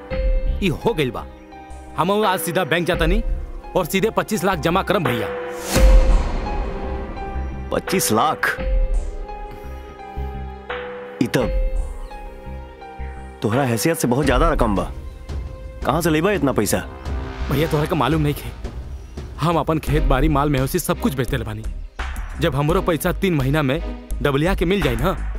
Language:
Bhojpuri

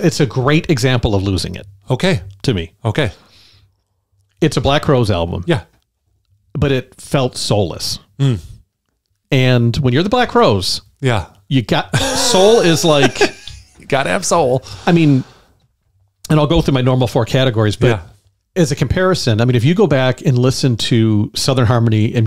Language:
English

